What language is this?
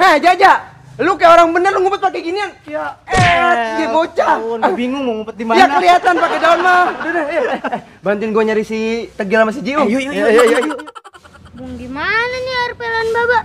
Betawi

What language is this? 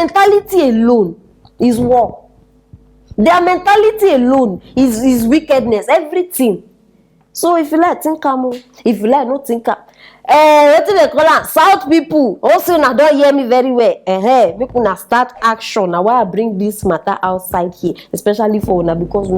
Nigerian Pidgin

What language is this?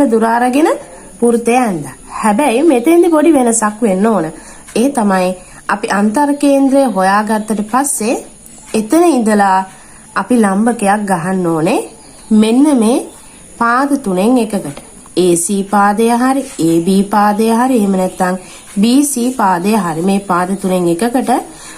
Sinhala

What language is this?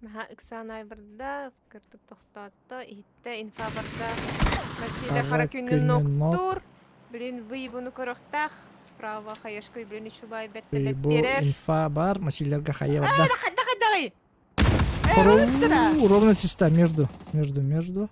Yakut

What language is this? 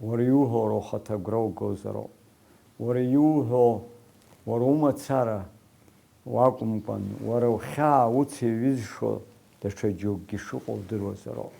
Abkhazian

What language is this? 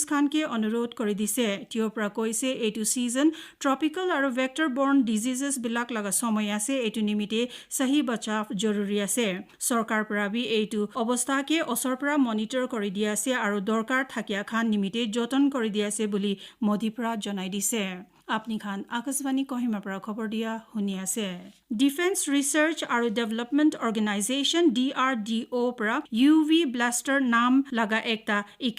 Naga Pidgin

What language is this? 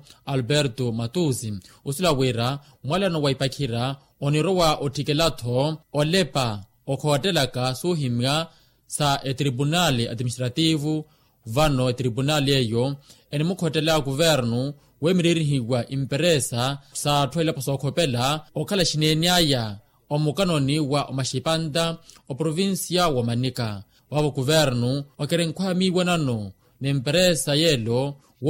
Makhuwa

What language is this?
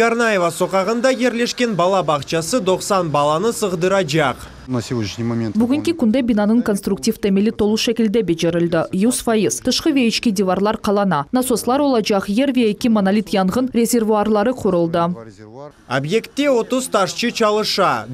Crimean Tatar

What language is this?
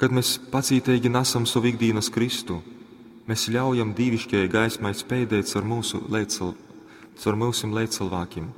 Latgalian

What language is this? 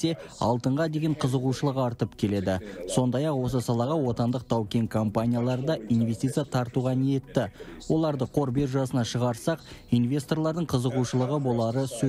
Kazakh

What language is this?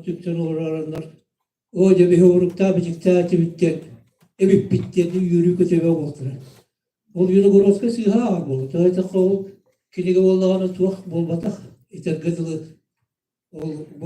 Yakut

